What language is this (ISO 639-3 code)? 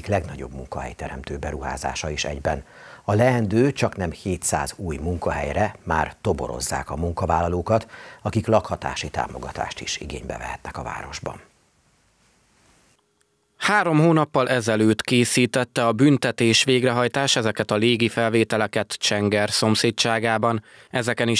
hun